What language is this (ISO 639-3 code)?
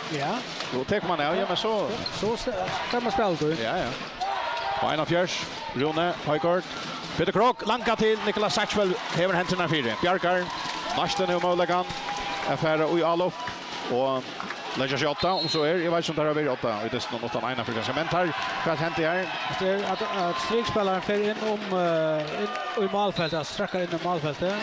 fao